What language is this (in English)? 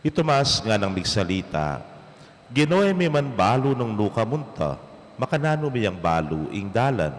Pampanga